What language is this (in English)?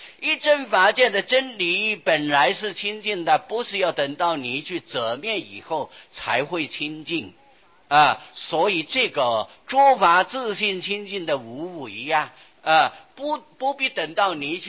Chinese